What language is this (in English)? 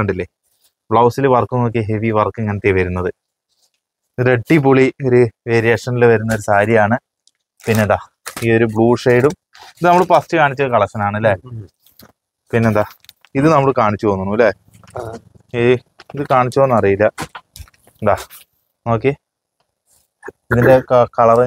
Malayalam